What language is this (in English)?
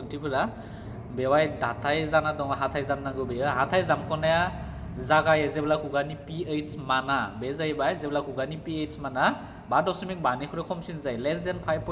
Bodo